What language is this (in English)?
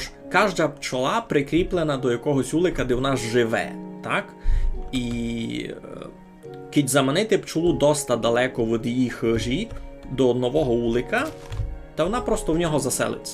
Rusyn